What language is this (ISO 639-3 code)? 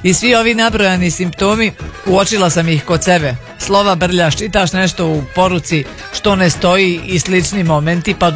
hrv